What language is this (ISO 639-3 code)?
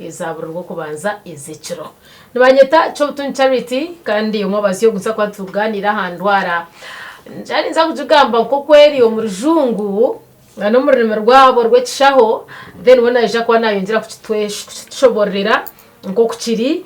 nyn